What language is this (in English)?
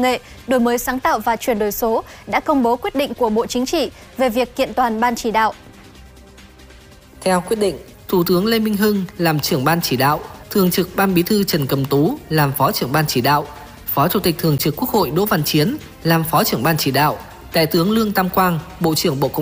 Vietnamese